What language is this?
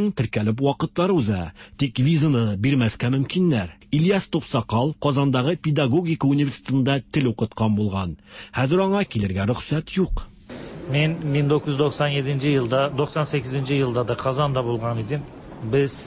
Tatar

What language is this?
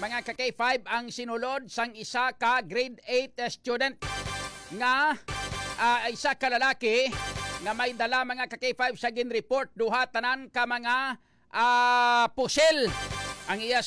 Hiligaynon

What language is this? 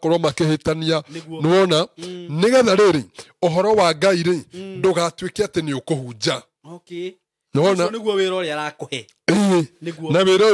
Kikuyu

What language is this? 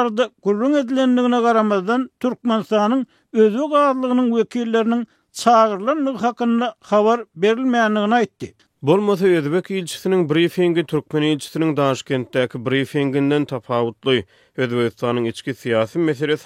Turkmen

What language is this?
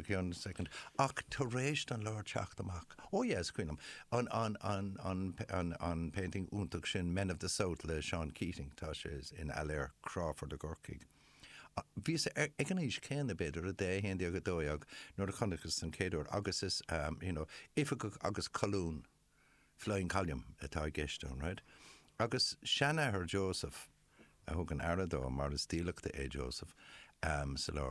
Irish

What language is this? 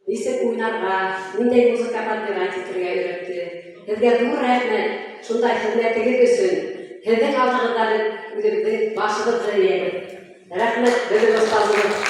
Bashkir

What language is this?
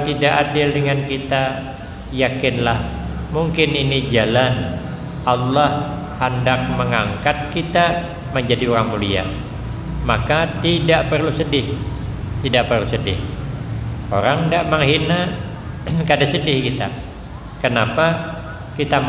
Banjar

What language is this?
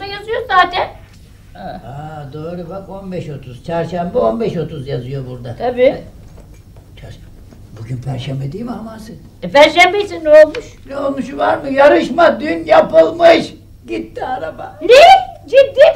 Turkish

